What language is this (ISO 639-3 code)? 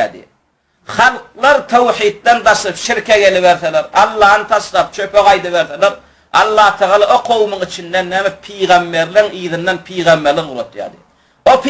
tuk